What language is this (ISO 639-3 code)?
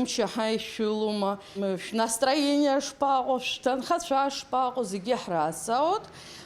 abk